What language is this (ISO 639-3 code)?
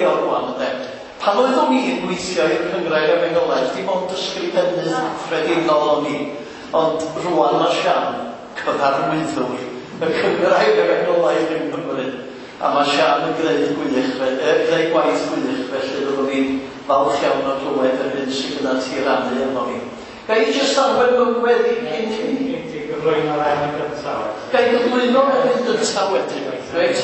cym